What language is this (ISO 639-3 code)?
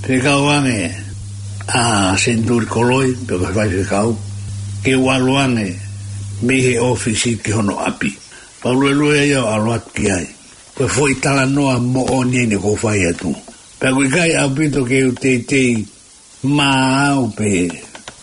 ton